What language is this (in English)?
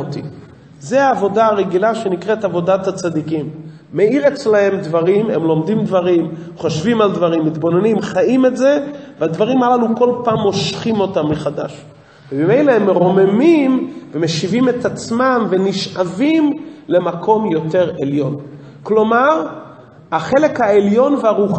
Hebrew